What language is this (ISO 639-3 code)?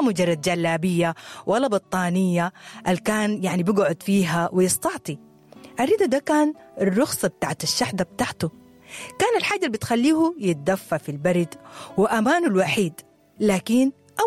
apd